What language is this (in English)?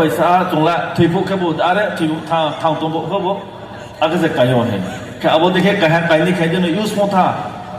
Riang (India)